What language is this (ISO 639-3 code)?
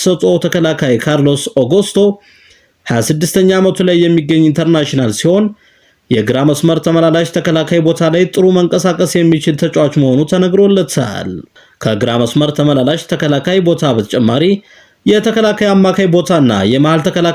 amh